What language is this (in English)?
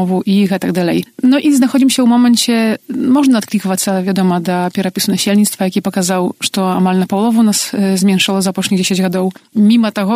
Belarusian